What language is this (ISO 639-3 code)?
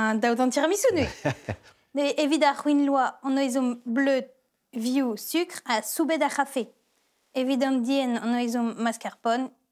bre